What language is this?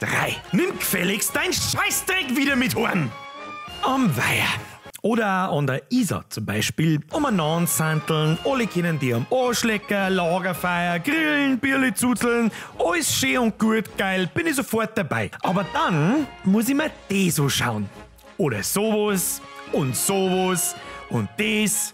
Bavarian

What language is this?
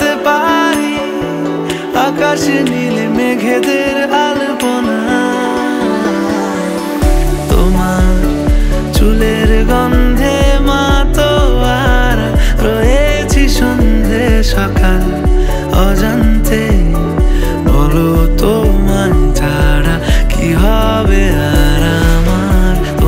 Bangla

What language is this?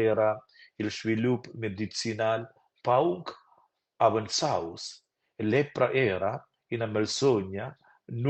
Romansh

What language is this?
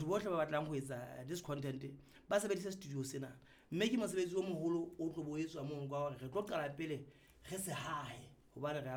Southern Sotho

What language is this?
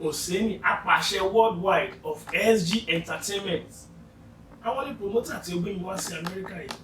Yoruba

